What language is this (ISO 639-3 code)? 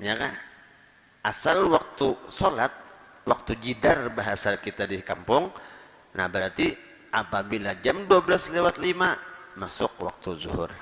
bjn